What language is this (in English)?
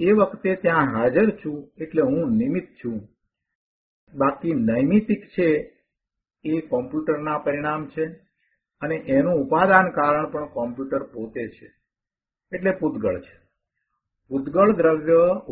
Gujarati